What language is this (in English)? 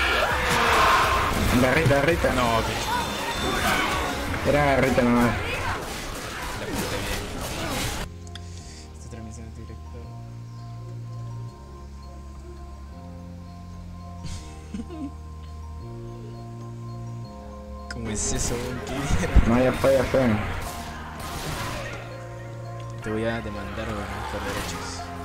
Spanish